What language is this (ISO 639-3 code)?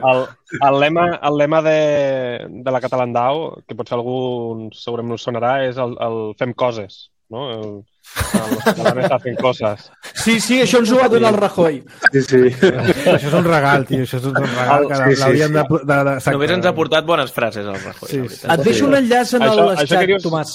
cat